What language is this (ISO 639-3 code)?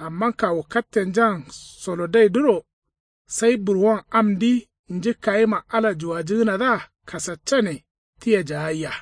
kau